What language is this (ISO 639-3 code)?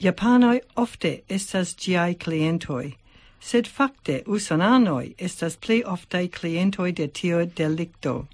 epo